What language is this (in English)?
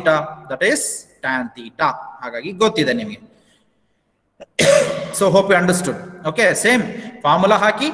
Kannada